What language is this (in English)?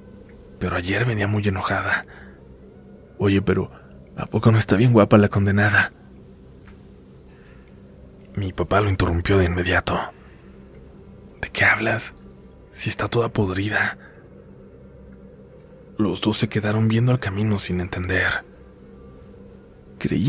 Spanish